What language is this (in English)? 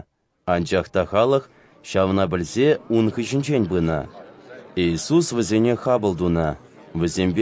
Chuvash